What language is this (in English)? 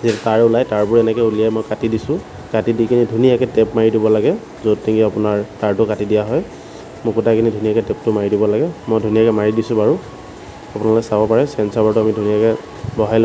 Assamese